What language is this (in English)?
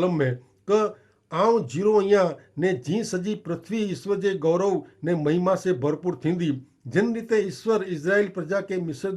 Kachhi